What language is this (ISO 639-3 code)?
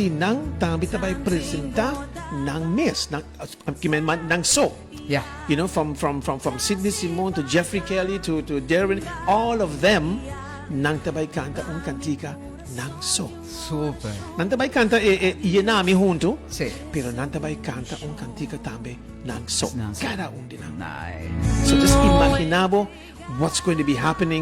pap